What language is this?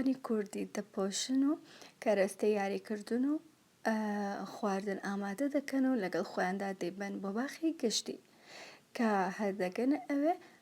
Central Kurdish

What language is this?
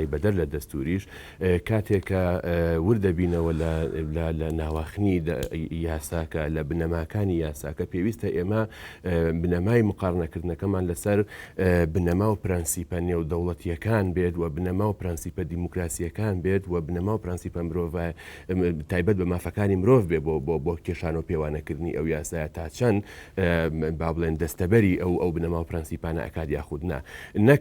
Central Kurdish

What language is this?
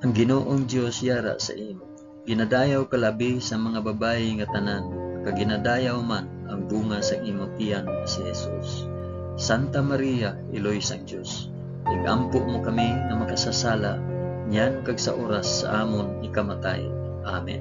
Hiligaynon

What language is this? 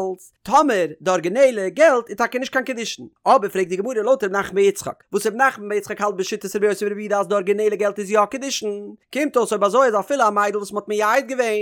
Yiddish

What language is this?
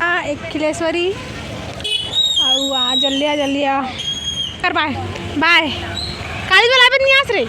Chhattisgarhi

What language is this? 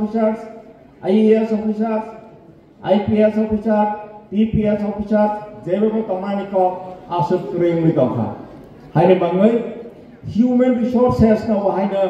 Kok Borok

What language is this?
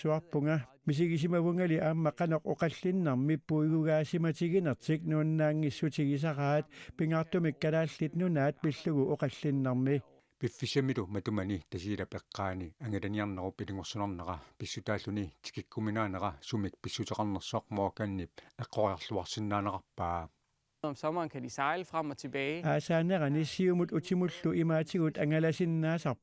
Kalaallisut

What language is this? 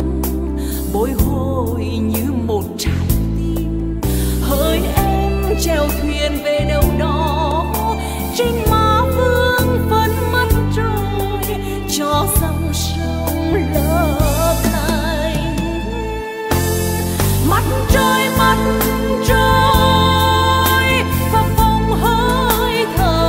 Vietnamese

